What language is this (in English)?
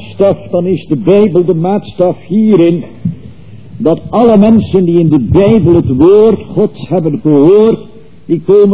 Dutch